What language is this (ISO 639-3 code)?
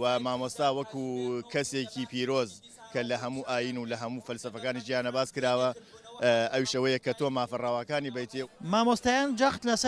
ckb